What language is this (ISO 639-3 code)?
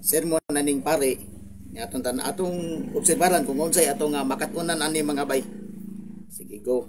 ceb